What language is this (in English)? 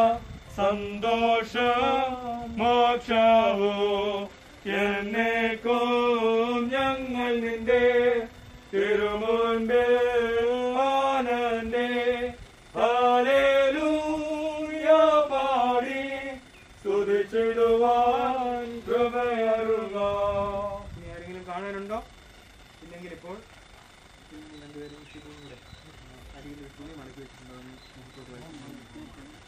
Malayalam